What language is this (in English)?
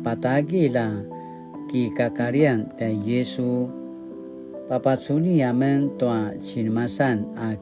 Paiwan